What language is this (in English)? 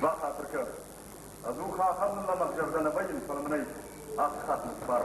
Ossetic